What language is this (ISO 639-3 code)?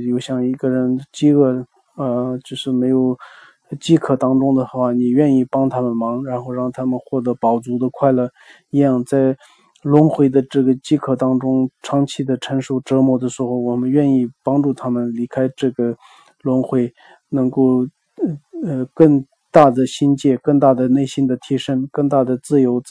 zho